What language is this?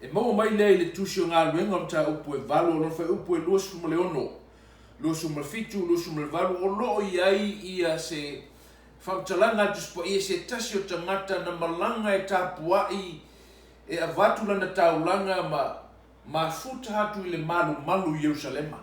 Samoan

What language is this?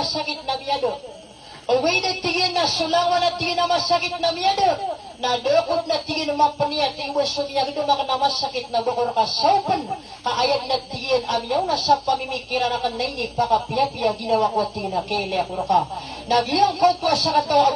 Maranao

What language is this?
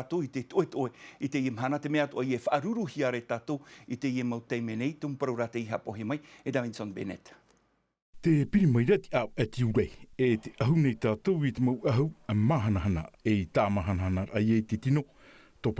Tahitian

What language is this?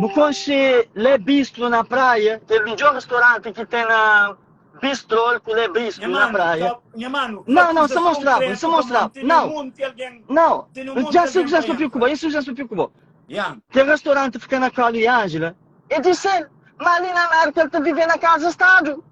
Kabuverdianu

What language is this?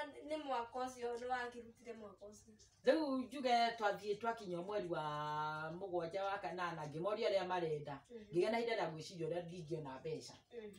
Kikuyu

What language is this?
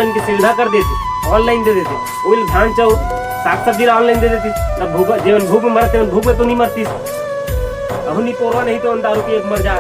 Chhattisgarhi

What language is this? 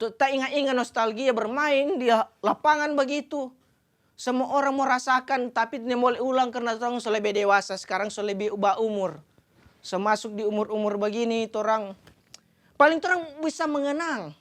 Manado Malay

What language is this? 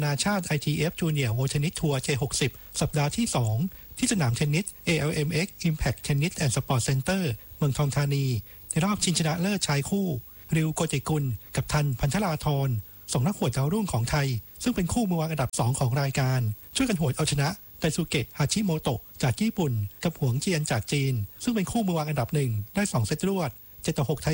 Thai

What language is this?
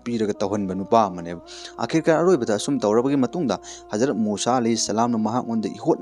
Manipuri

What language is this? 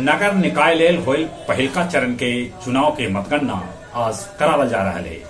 Magahi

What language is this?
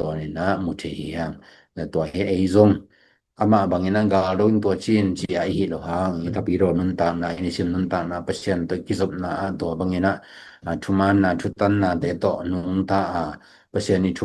Tedim Chin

